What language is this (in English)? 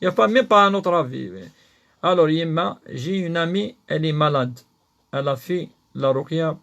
Kabyle